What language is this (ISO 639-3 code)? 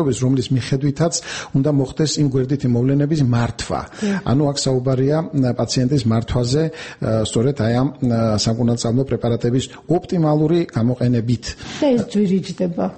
kat